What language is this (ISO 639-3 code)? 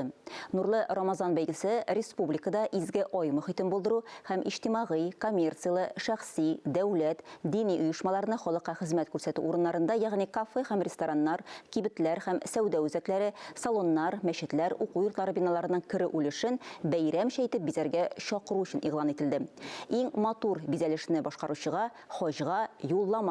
tat